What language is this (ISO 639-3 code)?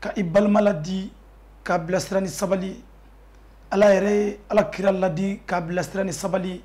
bam